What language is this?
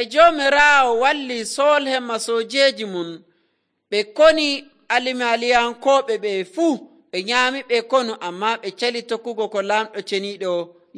Nigerian Fulfulde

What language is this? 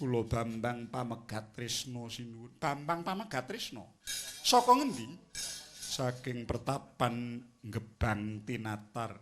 Javanese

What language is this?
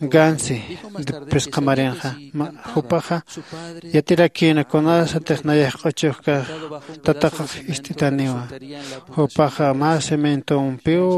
Aymara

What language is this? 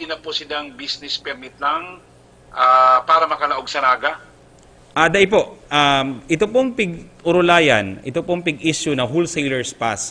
Bikol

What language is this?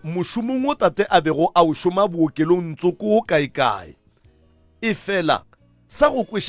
Northern Sotho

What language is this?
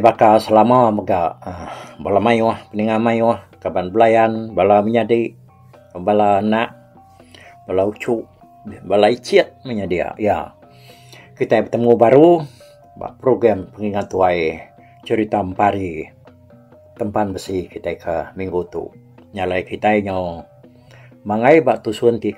Iban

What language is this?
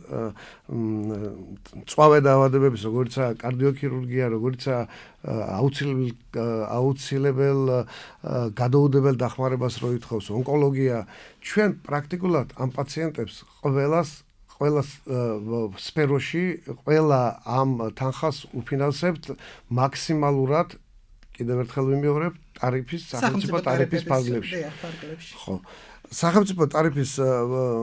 Georgian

